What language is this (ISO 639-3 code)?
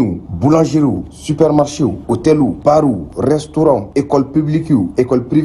bam